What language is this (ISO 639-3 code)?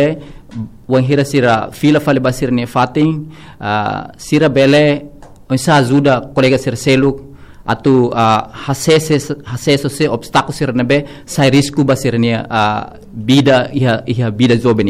tet